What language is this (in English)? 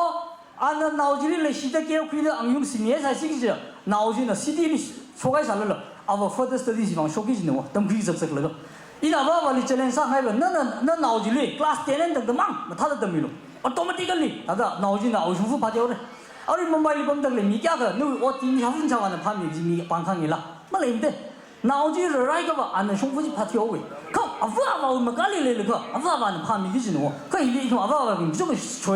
Tangkhul Naga (India)